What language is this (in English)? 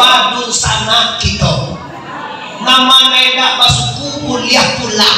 Minangkabau